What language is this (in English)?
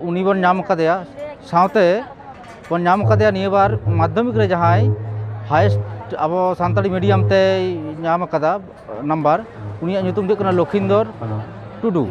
Santali